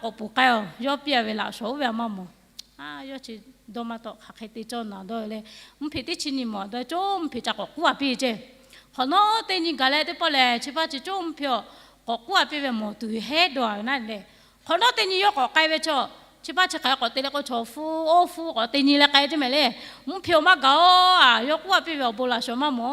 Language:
Lahu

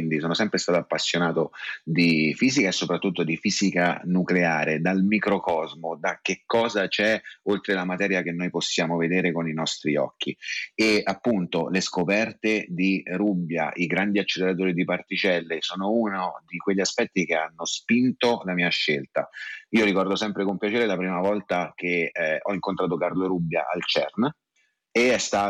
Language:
Italian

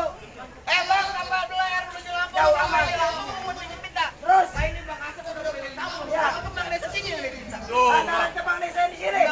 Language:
Betawi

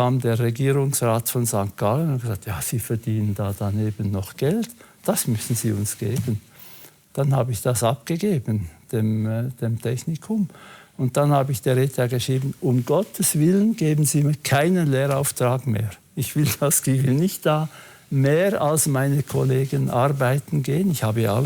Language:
Swiss German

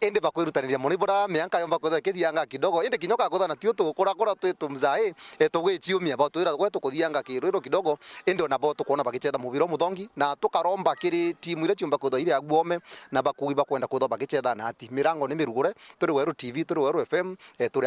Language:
Meru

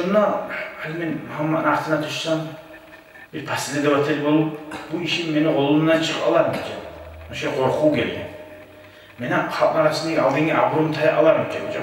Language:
Kumyk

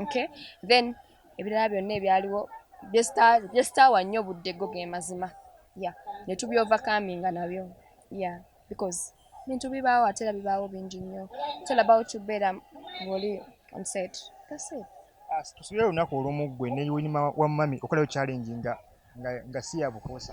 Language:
Ganda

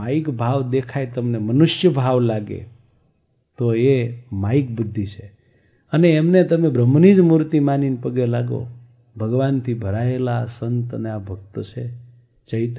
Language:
Gujarati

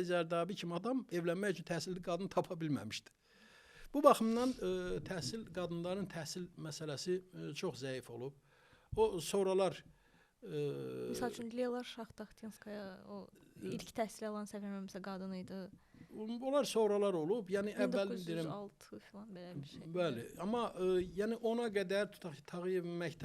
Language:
Azerbaijani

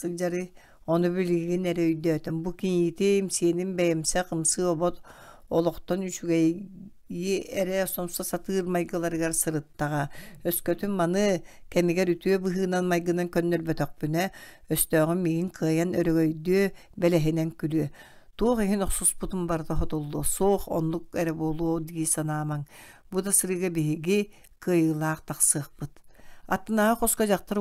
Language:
Yakut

